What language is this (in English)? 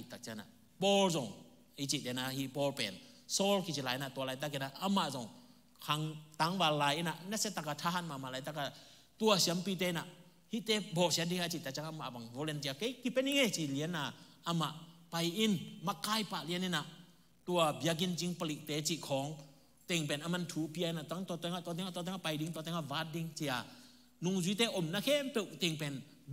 Tedim Chin